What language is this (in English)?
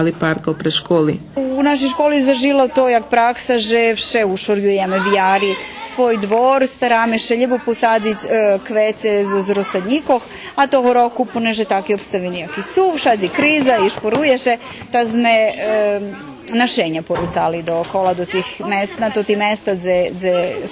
Rusyn